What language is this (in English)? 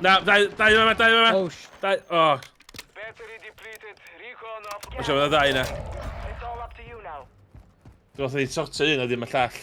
Welsh